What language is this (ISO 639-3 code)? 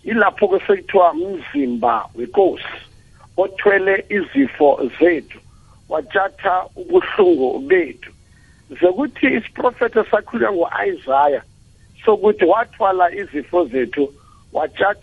nbl